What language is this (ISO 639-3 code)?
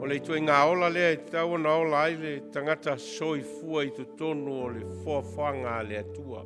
smo